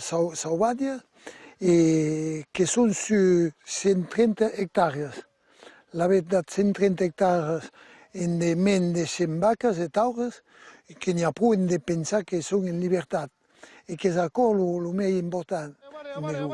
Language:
Occitan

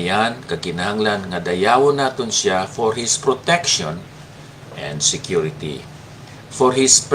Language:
Hiligaynon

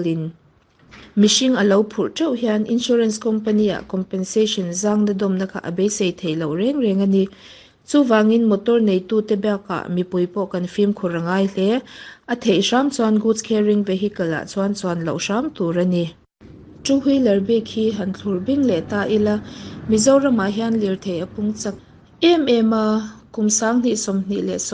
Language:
Mizo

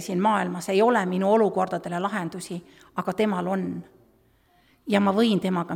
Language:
Estonian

